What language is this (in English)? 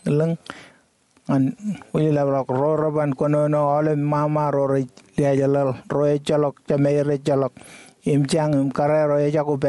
Marshallese